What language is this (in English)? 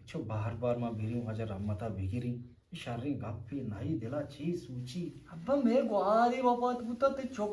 Eastern Balochi